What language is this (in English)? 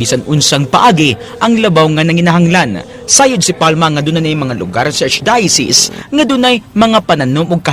Cebuano